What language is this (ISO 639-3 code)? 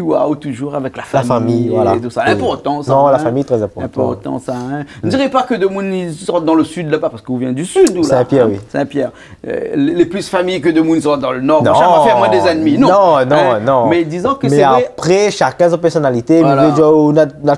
rcf